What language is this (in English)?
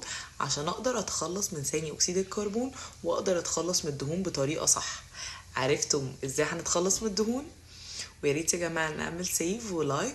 Egyptian Arabic